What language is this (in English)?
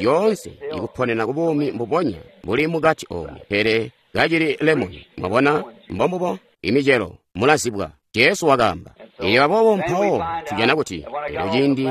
Tonga (Zambia)